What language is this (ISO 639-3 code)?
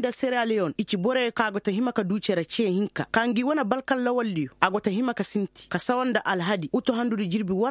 ses